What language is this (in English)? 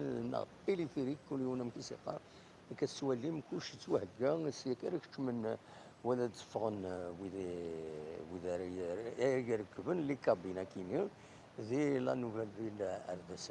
Kabyle